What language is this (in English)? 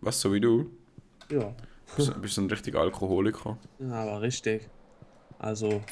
Swiss German